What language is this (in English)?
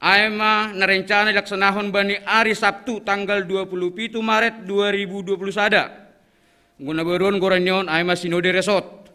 Batak Simalungun